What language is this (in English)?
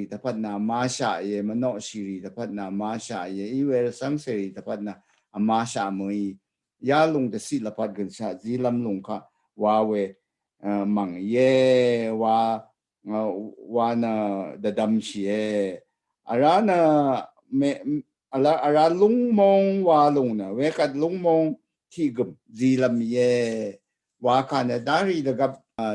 Rawang